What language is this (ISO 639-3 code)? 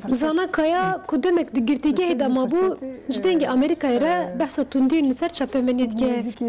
kur